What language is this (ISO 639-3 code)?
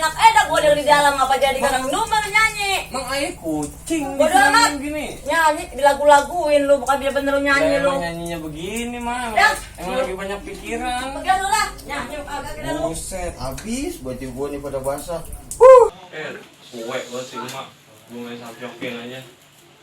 bew